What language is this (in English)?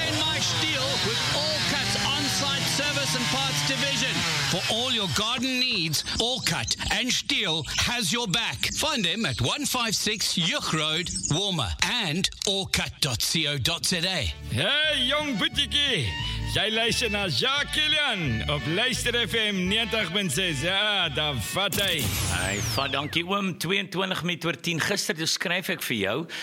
Afrikaans